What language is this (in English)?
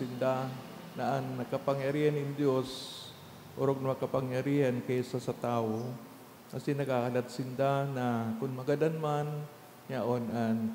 Bikol